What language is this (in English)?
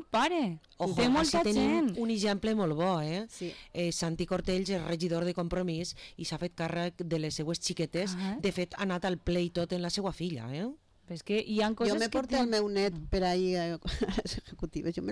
Catalan